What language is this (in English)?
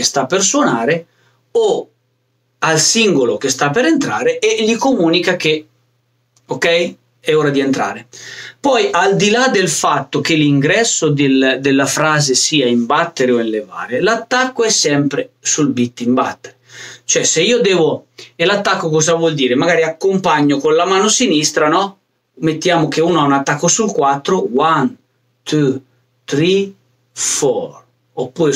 Italian